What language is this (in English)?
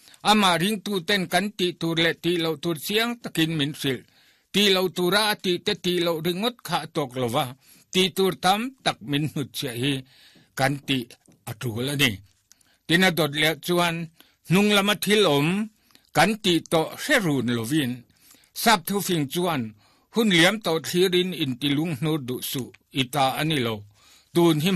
Mizo